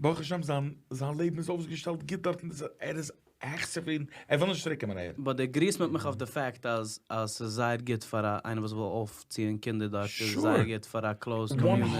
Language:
Yiddish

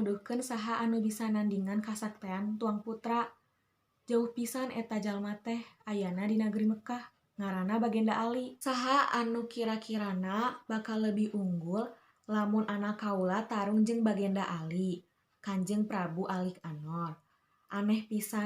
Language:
Sundanese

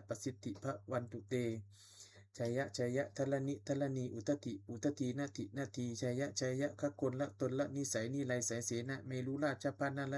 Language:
Pali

